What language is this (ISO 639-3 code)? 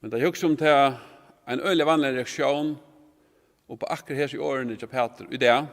fao